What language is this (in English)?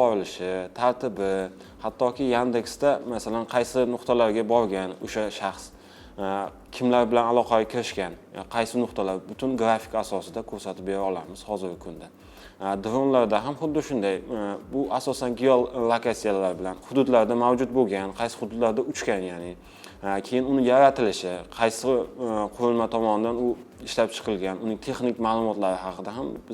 Uzbek